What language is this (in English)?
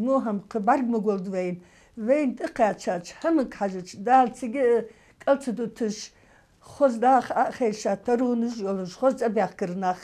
Ingush